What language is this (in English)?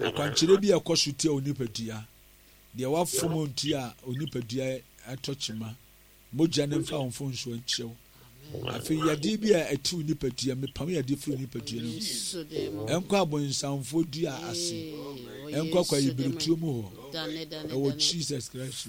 Akan